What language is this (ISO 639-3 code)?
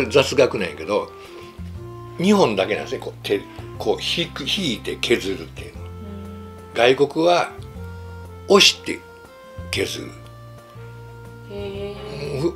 jpn